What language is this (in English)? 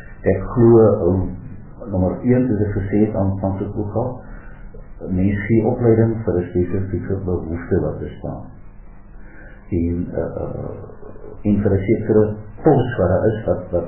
Afrikaans